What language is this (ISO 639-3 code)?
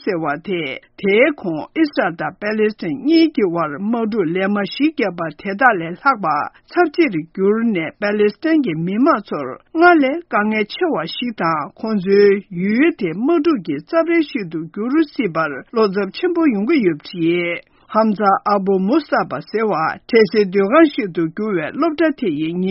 bod